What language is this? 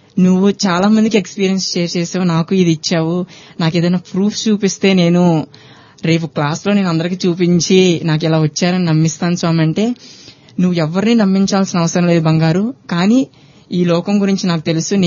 Telugu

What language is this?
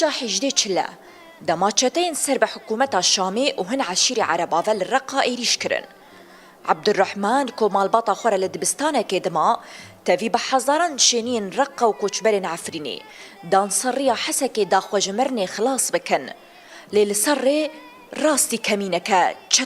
Kurdish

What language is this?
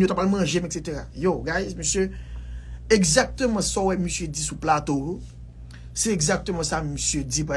Haitian Creole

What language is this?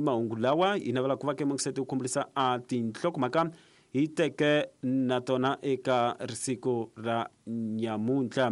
Tsonga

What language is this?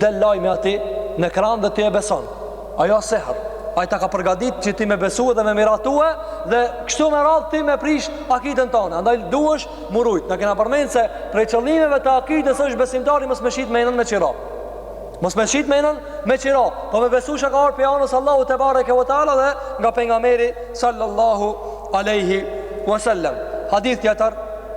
Albanian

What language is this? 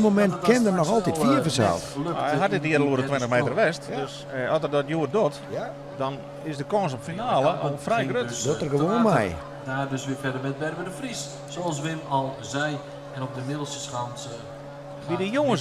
Western Frisian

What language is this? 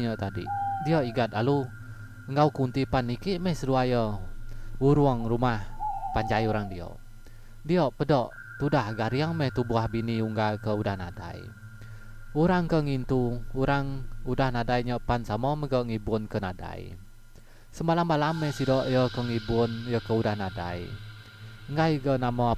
Iban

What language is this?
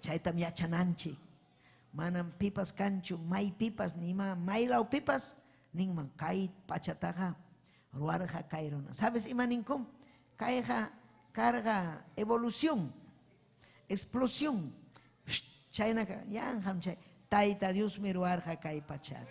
Ayacucho Quechua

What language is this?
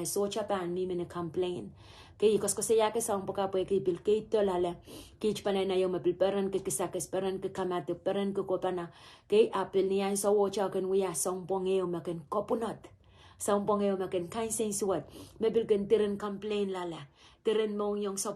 Pohnpeian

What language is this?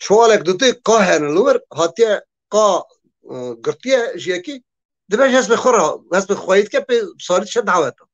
Kurdish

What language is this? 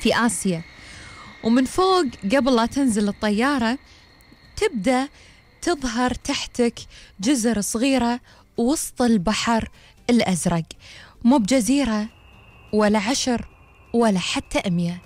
Gulf Arabic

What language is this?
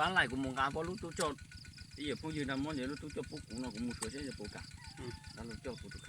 Hmong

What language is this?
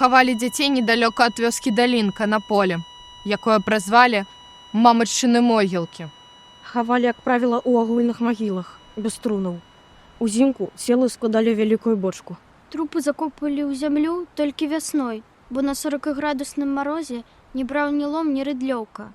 Belarusian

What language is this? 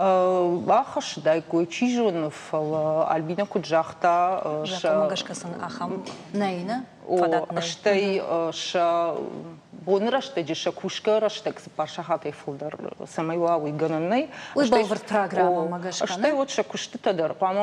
Ossetic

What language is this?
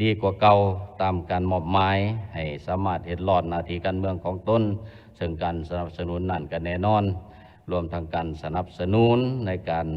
Lao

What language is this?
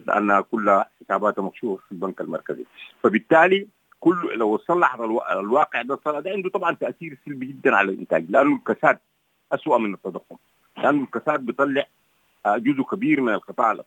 Sudanese Arabic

